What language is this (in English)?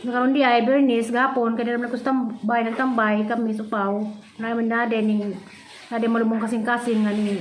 Cebuano